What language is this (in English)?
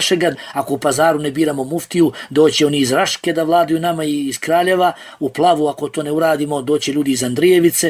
Bosnian